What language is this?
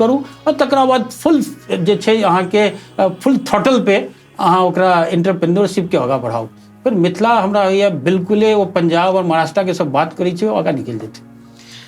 Maithili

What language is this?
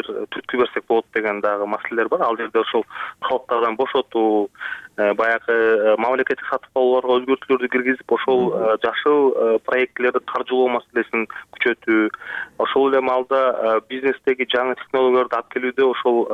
Kyrgyz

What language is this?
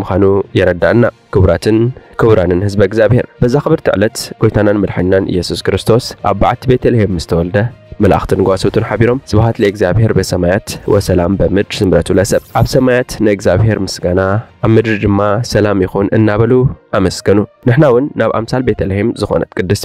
Tigrinya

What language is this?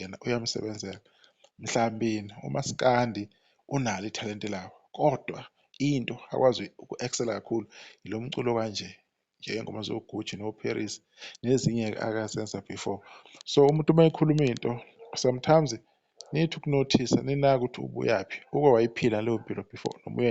Zulu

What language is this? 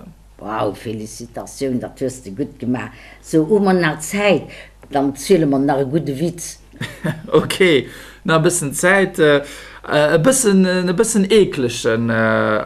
Luxembourgish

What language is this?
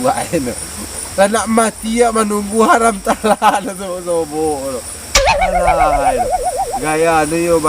Minangkabau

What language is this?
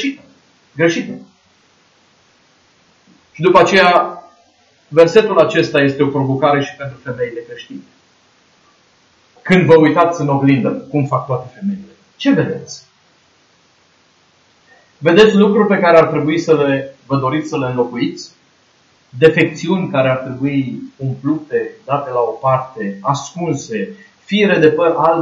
Romanian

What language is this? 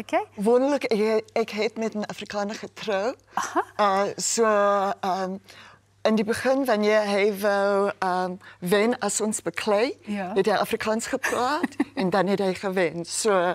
Afrikaans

